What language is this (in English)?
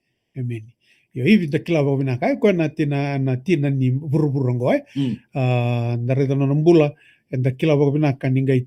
Fijian